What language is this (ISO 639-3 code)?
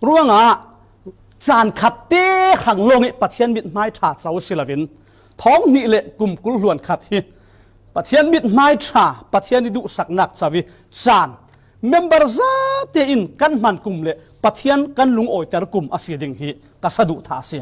cfm